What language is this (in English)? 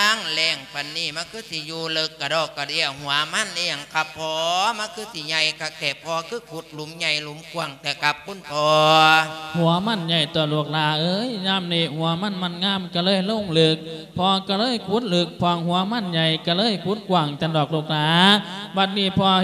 Lao